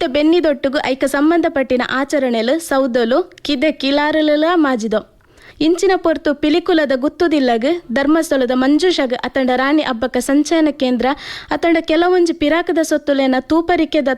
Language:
Tulu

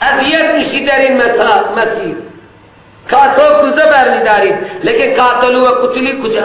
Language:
Persian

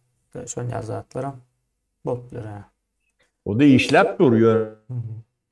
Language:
Turkmen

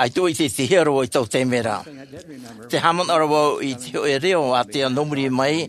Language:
Tahitian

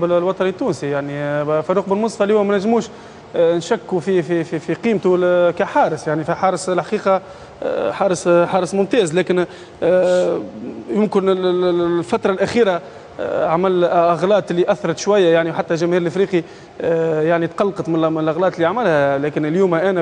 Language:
Tunisian Arabic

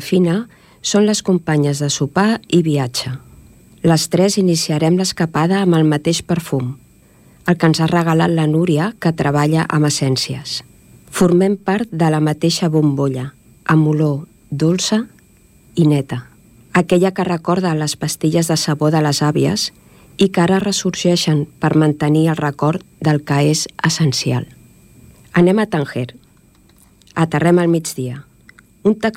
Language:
Catalan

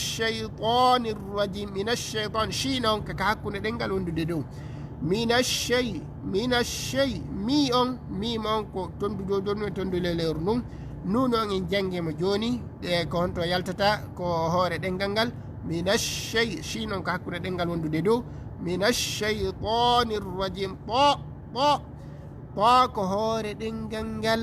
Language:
Fula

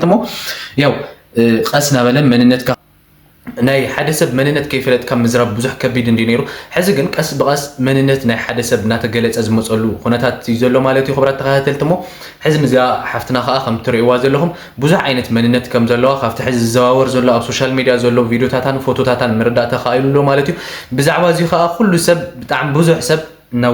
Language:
Tigrinya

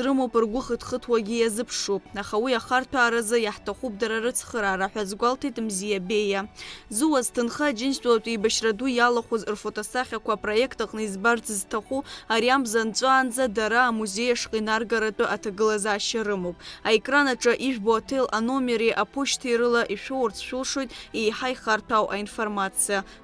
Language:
Abkhazian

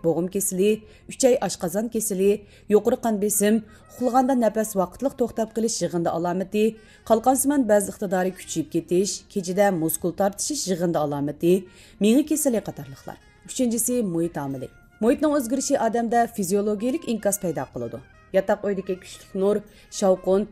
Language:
Uyghur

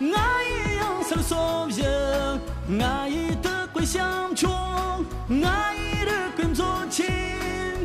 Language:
Tibetan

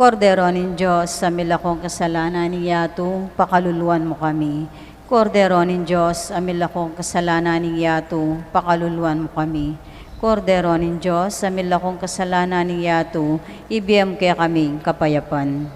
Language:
Pampanga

